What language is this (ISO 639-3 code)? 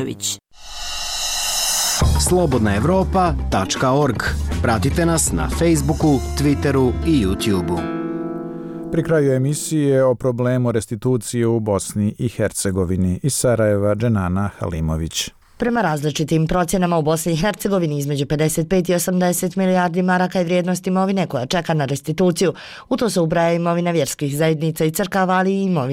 bos